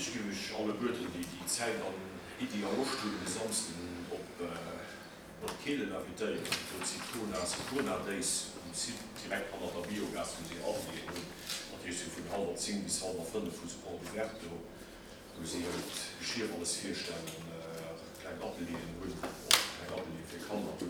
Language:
Luxembourgish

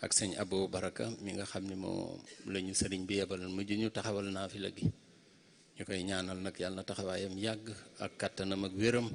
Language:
Wolof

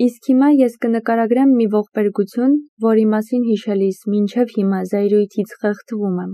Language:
Armenian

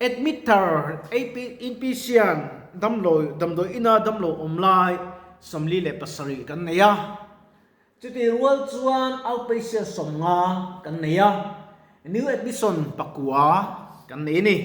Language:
Mizo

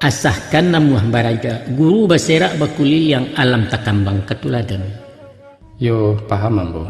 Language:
Minangkabau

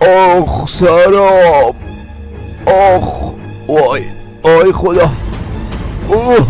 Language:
Persian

